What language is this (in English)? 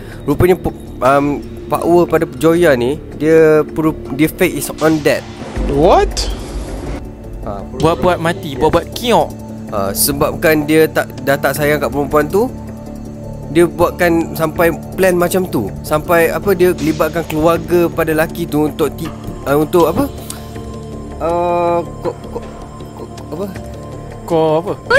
Malay